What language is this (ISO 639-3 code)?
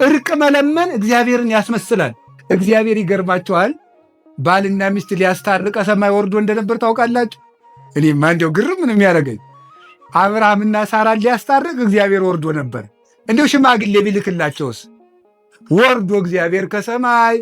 amh